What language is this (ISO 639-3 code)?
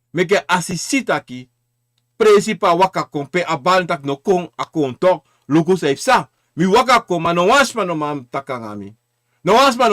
srn